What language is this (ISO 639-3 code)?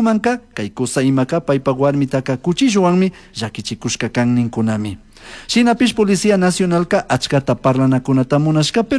qug